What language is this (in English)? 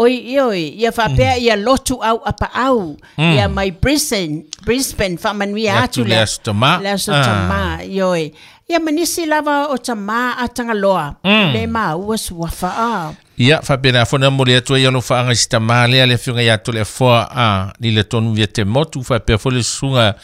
Samoan